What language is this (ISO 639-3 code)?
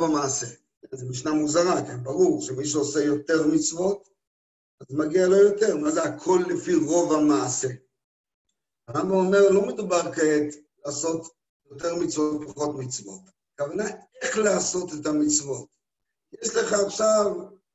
heb